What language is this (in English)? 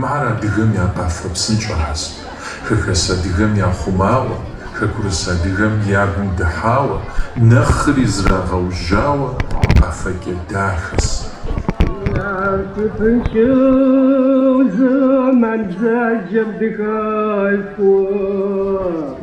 Kabardian